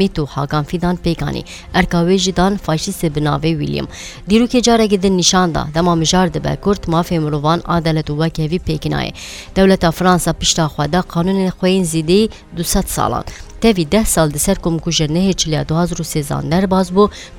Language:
Kurdish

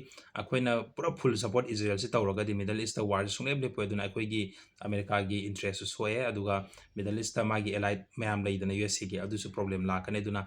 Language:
Manipuri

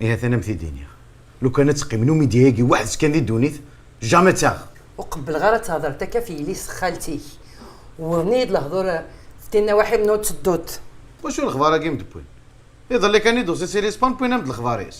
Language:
Kabyle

